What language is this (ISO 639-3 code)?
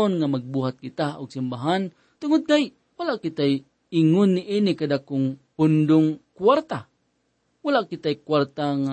ceb